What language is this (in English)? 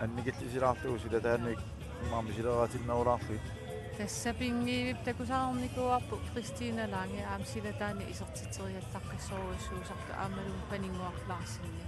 Kalaallisut